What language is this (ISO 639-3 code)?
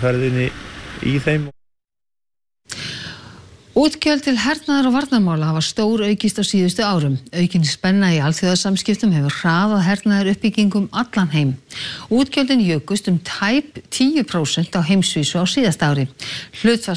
isl